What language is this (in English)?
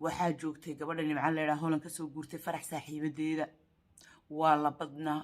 Somali